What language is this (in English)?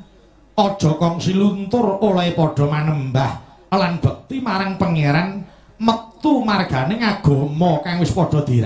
Javanese